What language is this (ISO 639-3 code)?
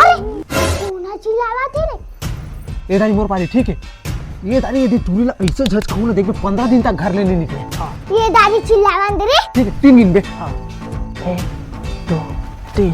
hne